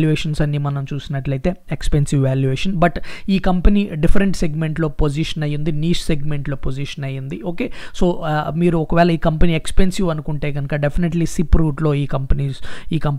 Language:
Telugu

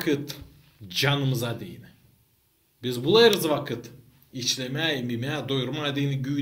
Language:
Gagauz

